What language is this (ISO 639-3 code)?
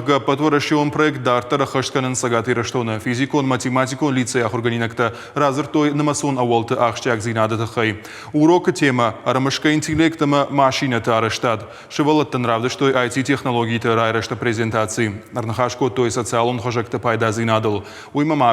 oss